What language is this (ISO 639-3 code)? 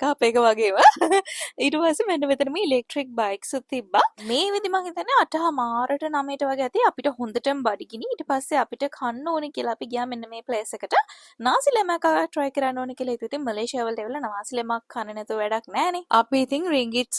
sin